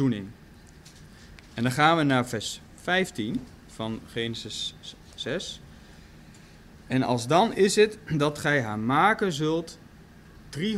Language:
Dutch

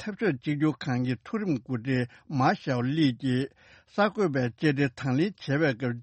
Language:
Tibetan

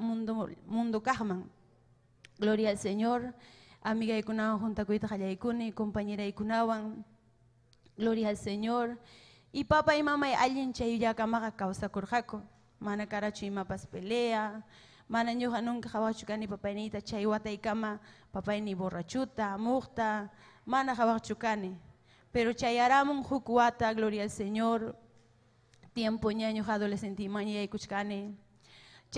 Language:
Ayacucho Quechua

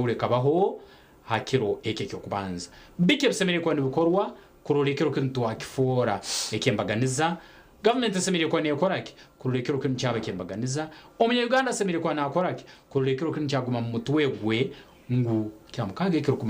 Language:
Nyankole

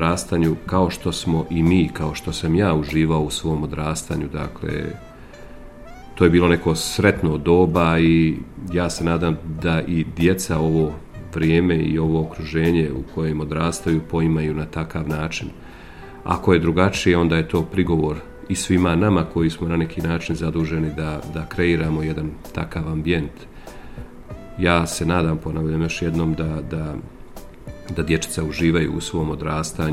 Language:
Bosnian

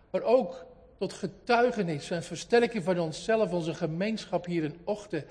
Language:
Dutch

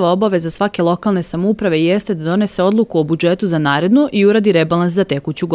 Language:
Serbian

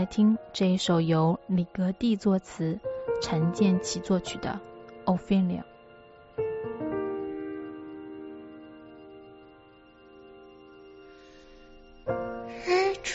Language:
Chinese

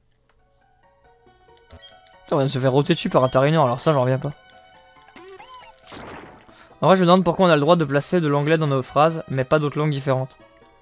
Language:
French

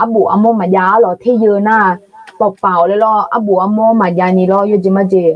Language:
Akha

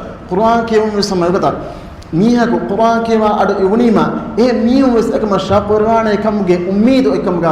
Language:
Divehi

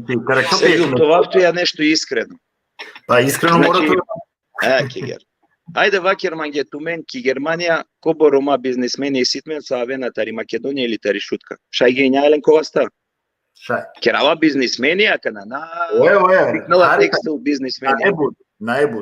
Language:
Balkan Romani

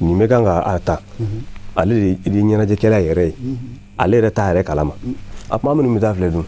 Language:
Bambara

